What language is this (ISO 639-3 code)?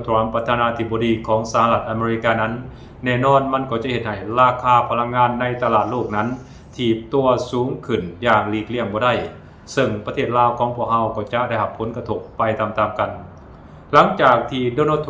lao